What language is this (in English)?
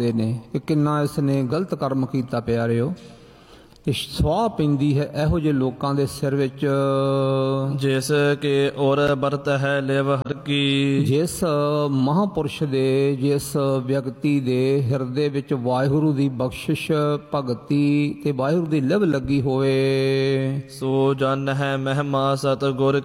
Punjabi